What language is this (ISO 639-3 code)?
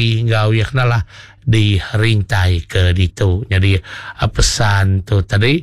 iba